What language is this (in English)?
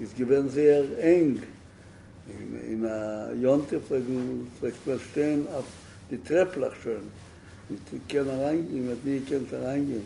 Yiddish